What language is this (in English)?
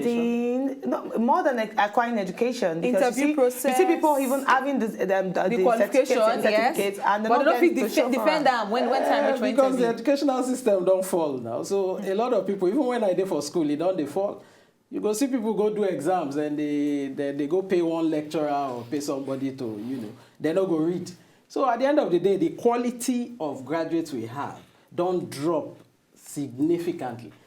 Nigerian Pidgin